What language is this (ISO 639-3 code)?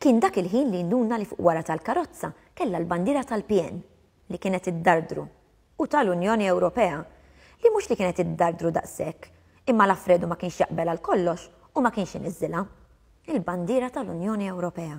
mlt